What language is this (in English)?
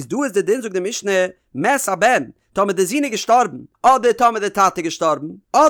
Yiddish